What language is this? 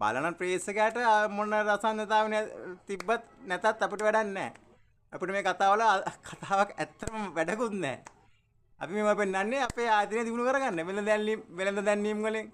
Sinhala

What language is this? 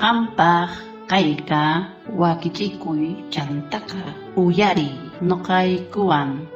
South Bolivian Quechua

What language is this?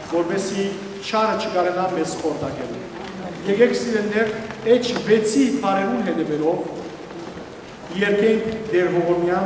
Western Armenian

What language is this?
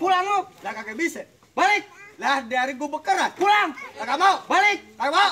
Betawi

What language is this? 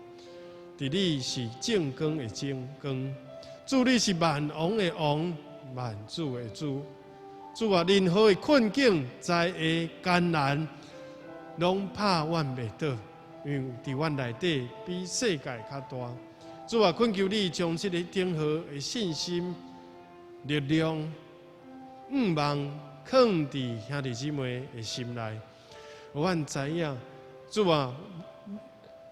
Min Nan Chinese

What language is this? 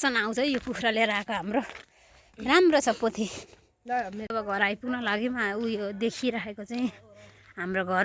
Nepali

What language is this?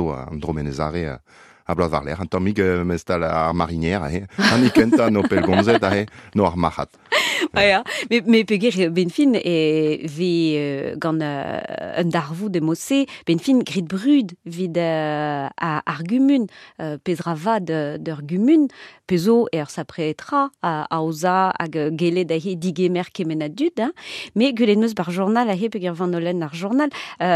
Breton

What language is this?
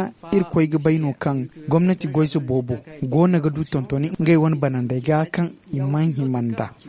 Zarma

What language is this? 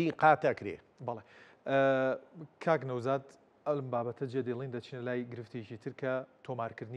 Central Kurdish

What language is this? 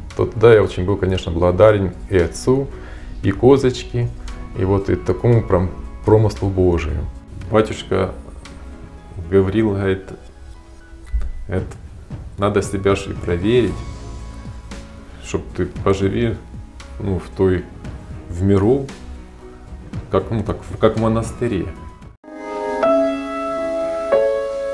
Russian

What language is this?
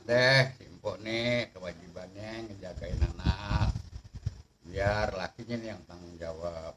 Betawi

